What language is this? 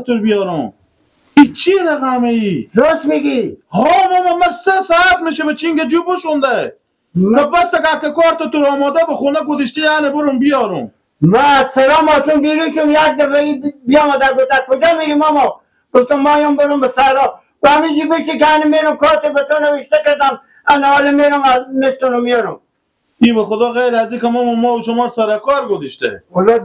Persian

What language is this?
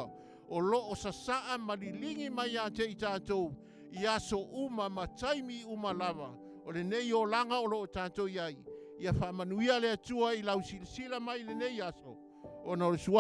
Samoan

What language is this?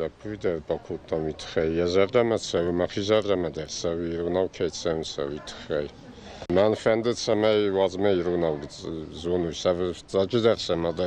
Ossetic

